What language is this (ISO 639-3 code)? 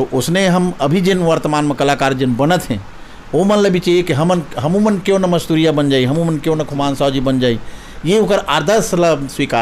hne